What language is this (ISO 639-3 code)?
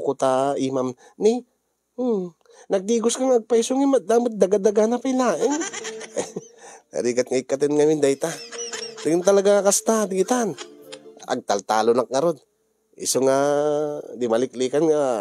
ilo